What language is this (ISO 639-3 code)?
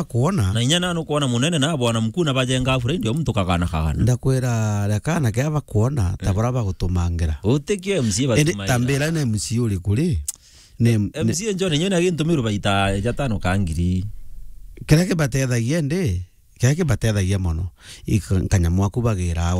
mer